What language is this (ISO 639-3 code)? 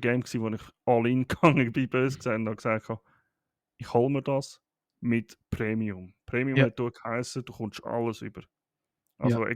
gsw